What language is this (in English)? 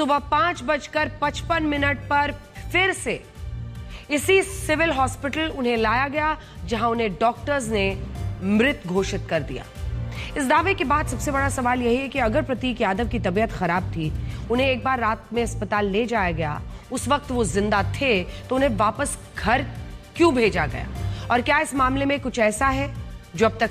Hindi